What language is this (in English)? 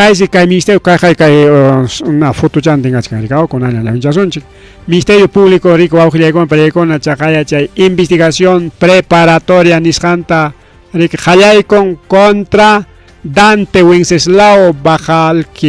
Ayacucho Quechua